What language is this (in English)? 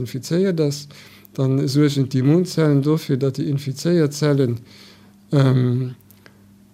Luxembourgish